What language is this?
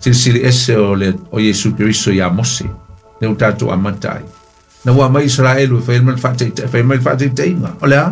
Samoan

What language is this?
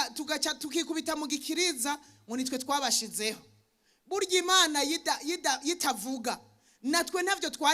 Rundi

